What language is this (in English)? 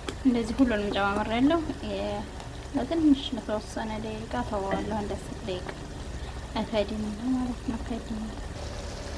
Amharic